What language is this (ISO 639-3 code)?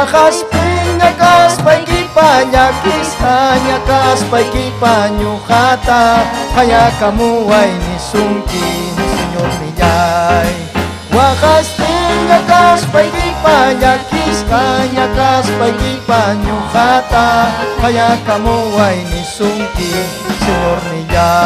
quy